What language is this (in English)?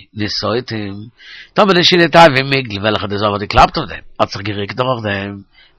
Yiddish